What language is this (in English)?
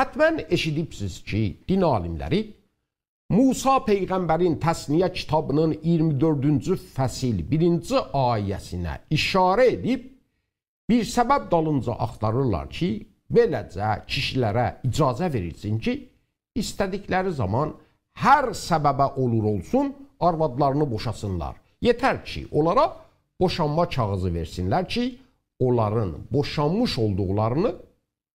South Azerbaijani